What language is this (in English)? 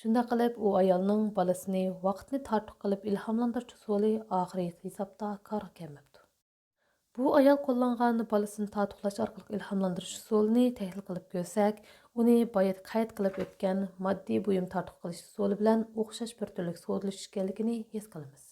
Uyghur